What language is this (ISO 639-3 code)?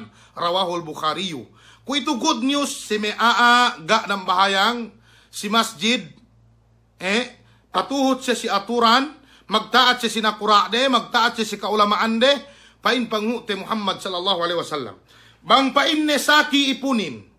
yka